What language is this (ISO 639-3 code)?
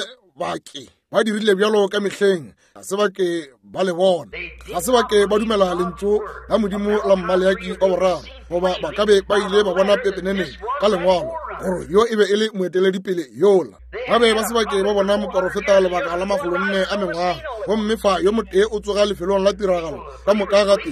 nso